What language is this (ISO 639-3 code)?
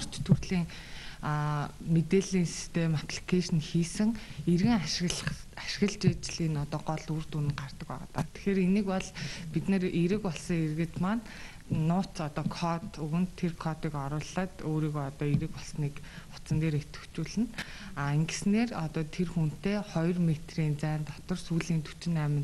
mon